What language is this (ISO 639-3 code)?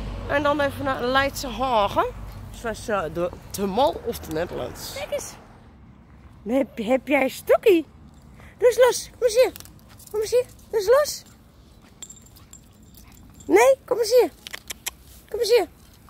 nld